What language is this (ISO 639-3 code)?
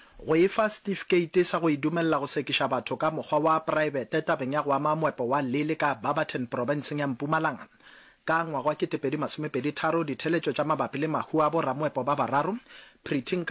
nso